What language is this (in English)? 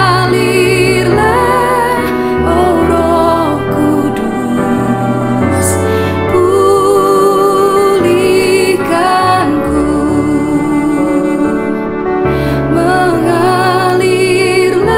Indonesian